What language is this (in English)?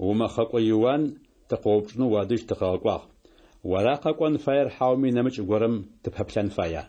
Adyghe